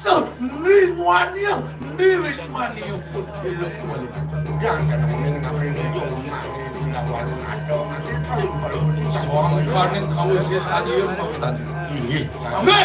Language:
Balinese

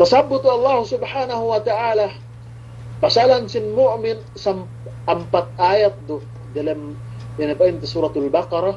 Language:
Yakan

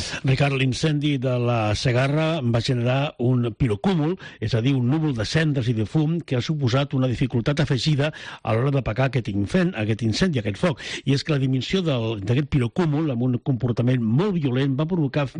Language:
Catalan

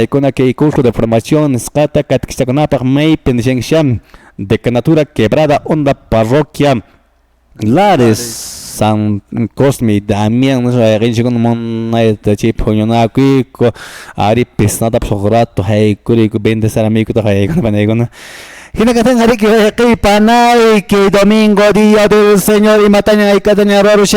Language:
Quechua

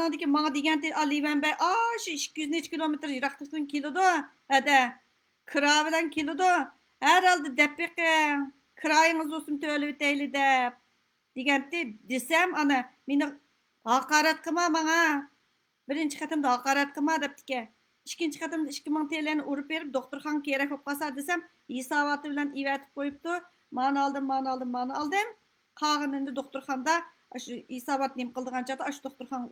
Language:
Uyghur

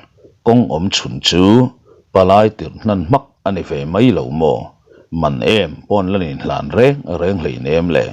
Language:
Mizo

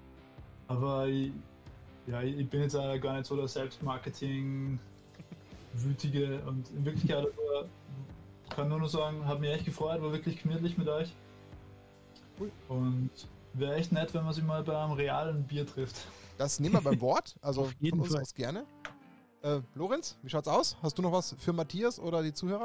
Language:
German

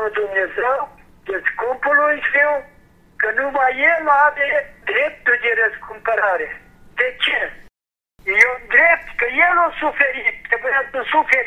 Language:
Romanian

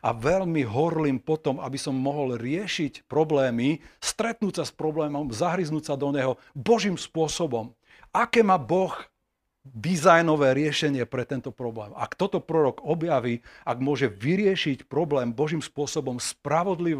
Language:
Slovak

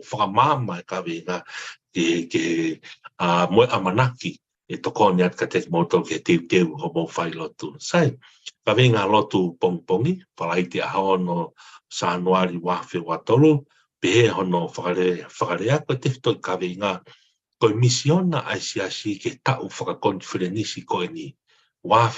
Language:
Tongan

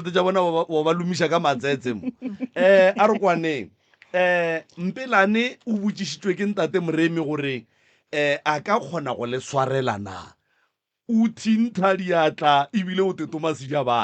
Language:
Northern Sotho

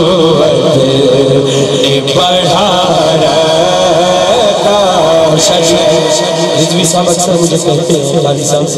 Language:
Urdu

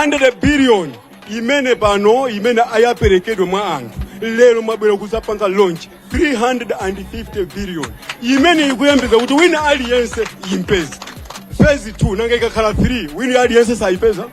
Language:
Nyanja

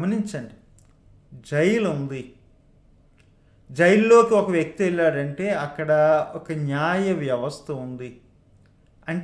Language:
Telugu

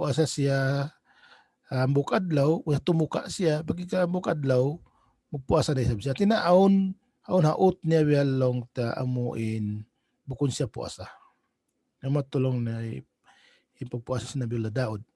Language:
Tausug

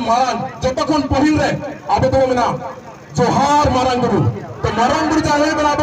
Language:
Santali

